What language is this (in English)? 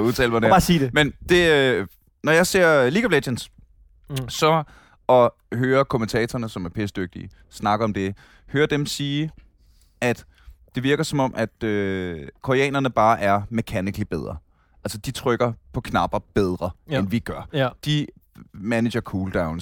Danish